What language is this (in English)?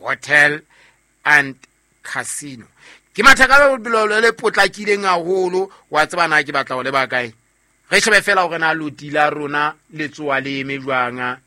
Southern Sotho